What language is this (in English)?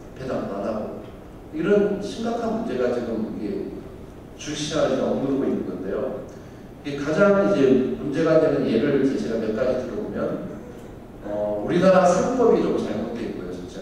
Korean